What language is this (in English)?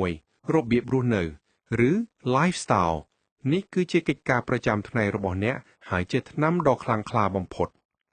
Khmer